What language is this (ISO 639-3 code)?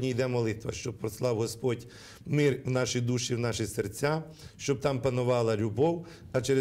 ukr